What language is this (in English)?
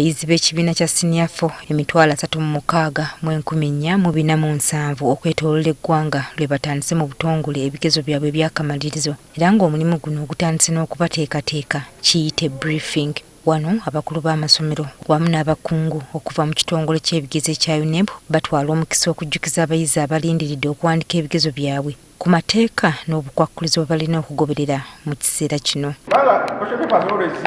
Ganda